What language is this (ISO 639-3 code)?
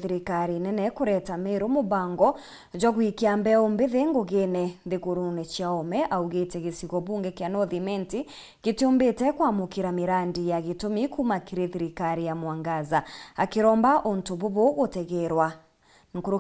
mer